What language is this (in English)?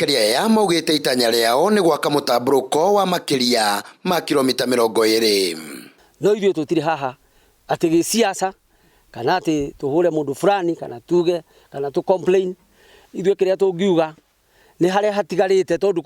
Kikuyu